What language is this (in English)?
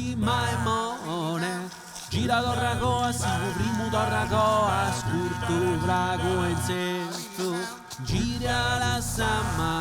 Sardinian